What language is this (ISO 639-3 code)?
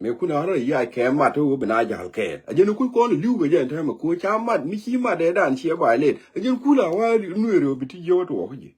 nus